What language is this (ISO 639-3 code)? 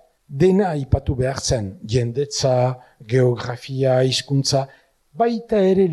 eus